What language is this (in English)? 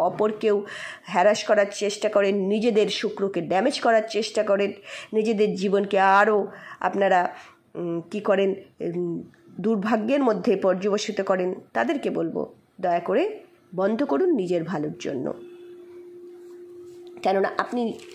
Bangla